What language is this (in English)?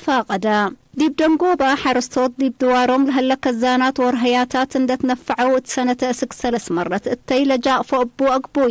Tigre